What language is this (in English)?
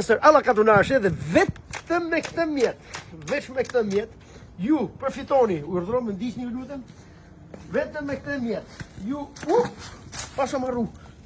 Albanian